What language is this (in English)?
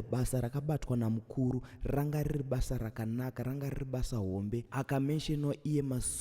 Shona